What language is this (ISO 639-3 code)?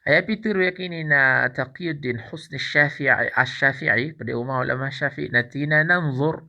mrw